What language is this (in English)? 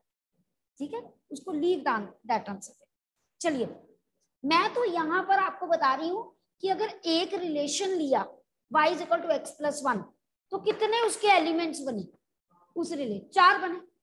Hindi